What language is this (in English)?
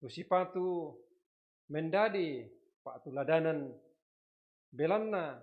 Toraja-Sa'dan